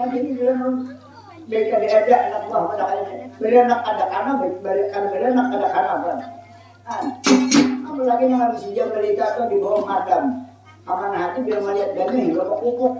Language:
Banjar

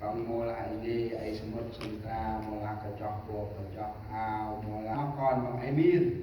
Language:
Central Mnong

